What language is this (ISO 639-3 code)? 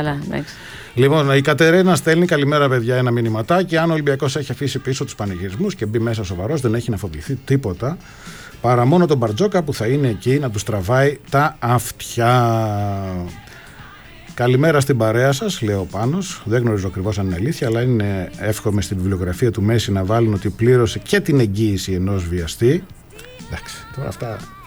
ell